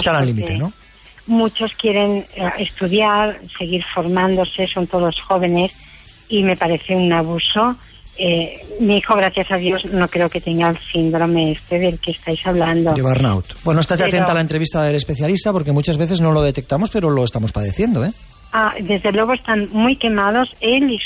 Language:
Spanish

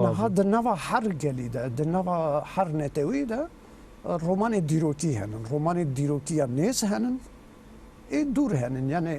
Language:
Kurdish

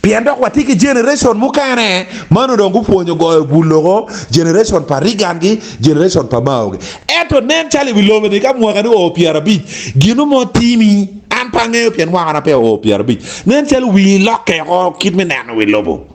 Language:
Acoli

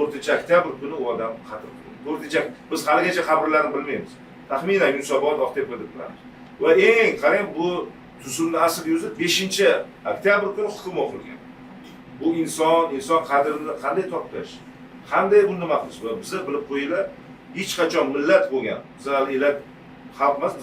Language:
Uzbek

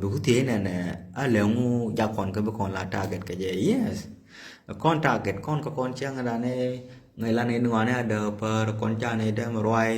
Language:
Nuer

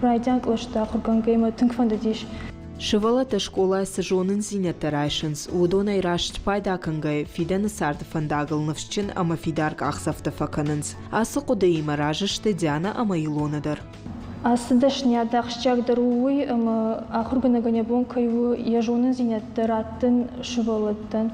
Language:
Ossetic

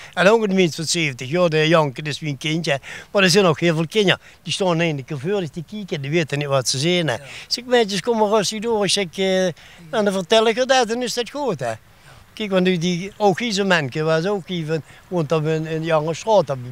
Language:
Limburgish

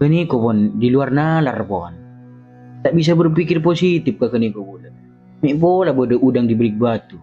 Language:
Madurese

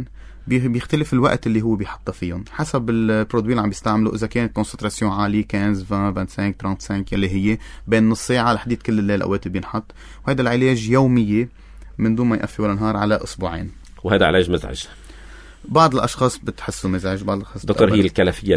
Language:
North Levantine Arabic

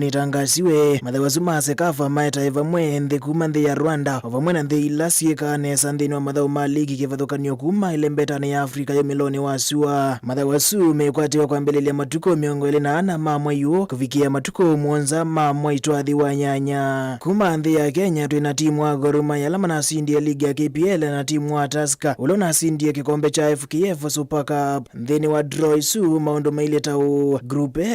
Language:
Kamba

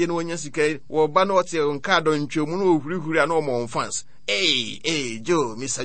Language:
Akan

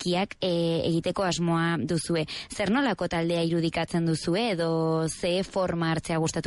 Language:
Basque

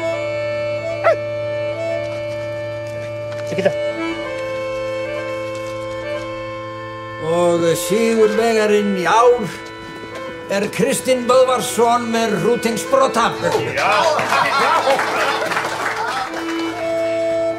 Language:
Icelandic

